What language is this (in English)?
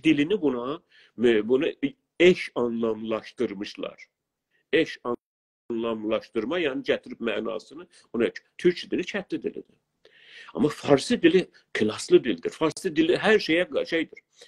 South Azerbaijani